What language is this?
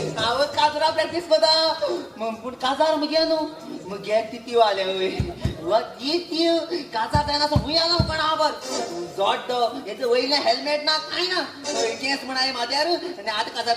Konkani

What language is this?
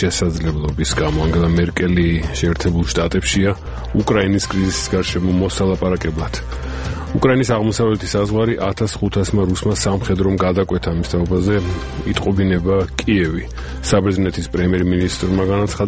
Georgian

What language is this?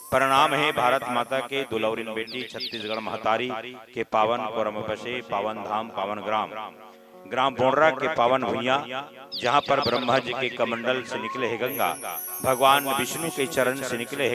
Chhattisgarhi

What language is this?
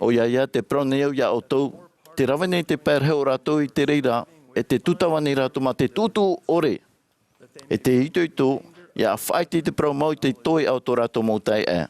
Tahitian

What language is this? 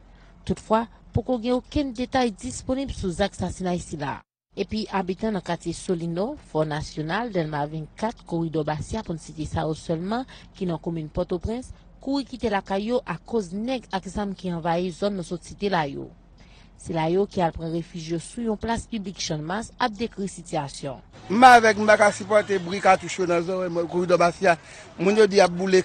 Haitian Creole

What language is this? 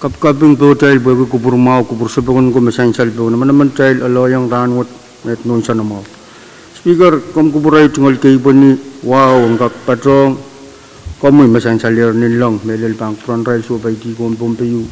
Pohnpeian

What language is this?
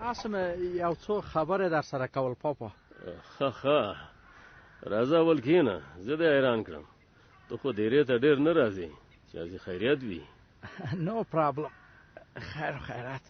Pashto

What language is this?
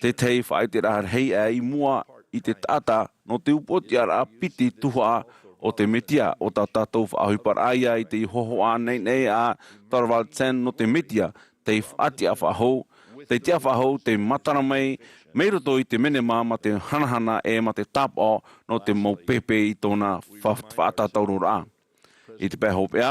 Tahitian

